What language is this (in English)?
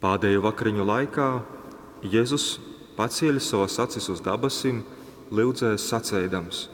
Latgalian